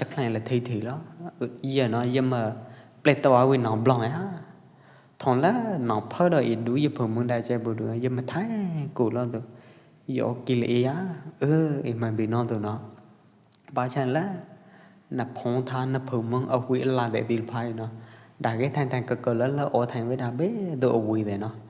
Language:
Pwo Eastern Karen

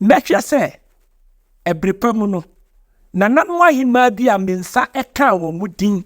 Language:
Akan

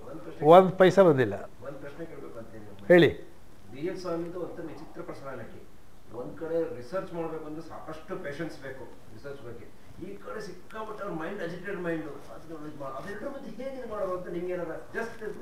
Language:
Kannada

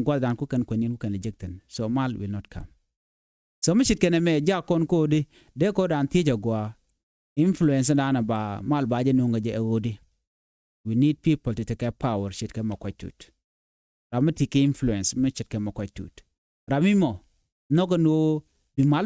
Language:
Nuer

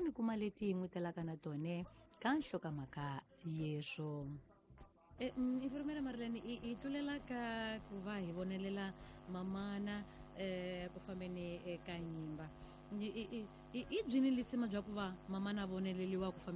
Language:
Tsonga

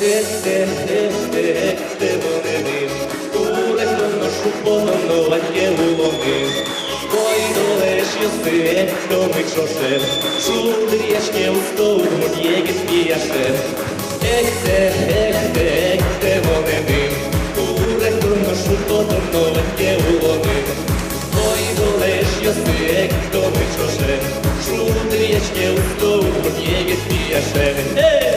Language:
Udmurt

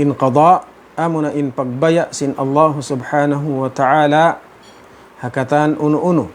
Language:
Tausug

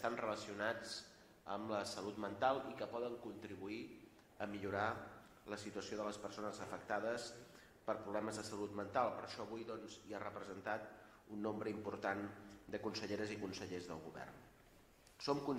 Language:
Catalan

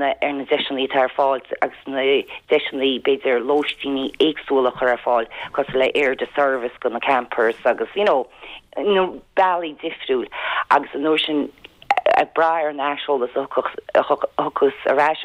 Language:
Irish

